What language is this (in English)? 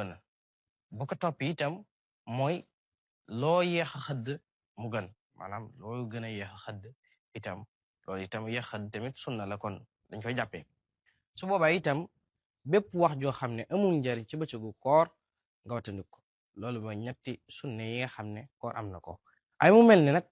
Wolof